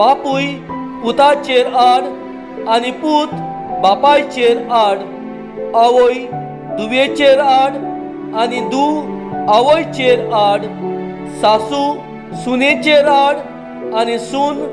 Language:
Konkani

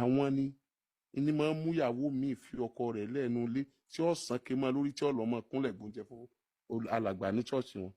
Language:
Yoruba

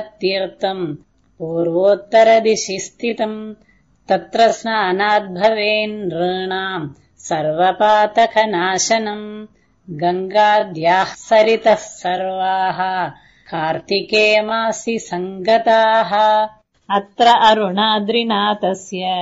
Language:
Sanskrit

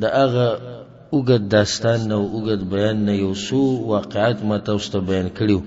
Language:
Pashto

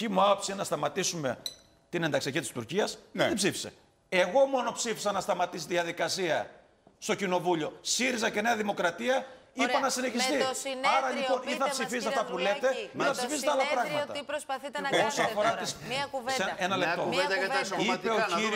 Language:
Greek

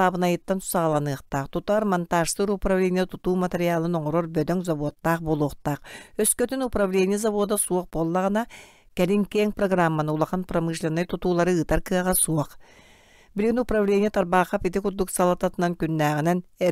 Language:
Yakut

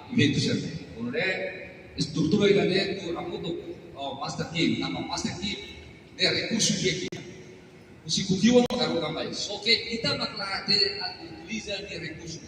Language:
Tetum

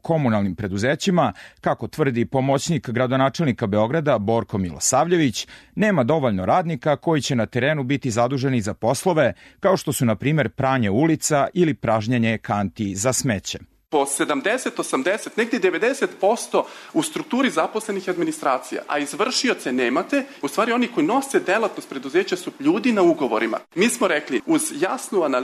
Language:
Serbian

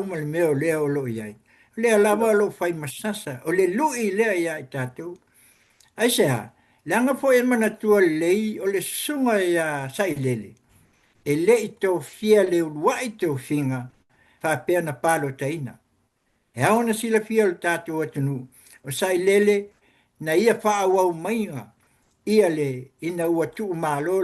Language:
Samoan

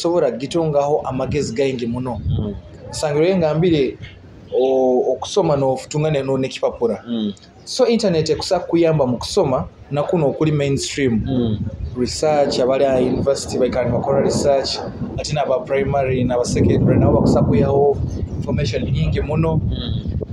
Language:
Nyoro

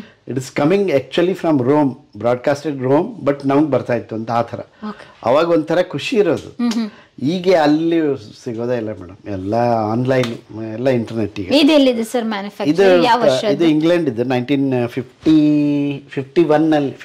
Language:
Kannada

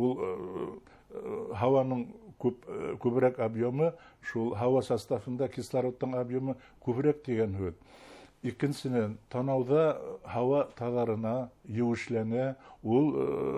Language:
Bashkir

